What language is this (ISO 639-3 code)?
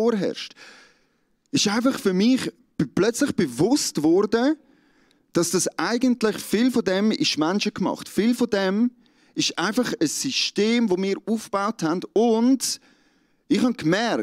gsw